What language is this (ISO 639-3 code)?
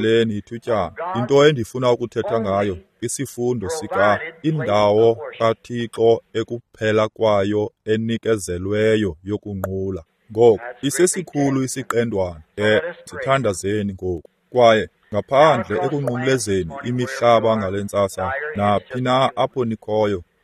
xho